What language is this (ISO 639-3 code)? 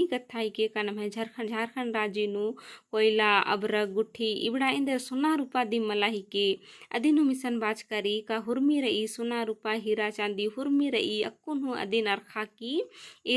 kru